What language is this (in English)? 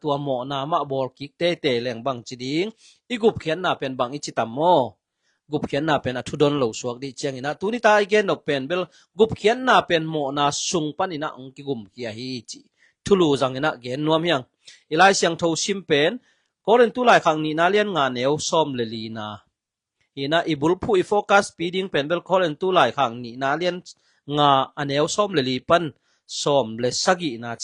Tedim Chin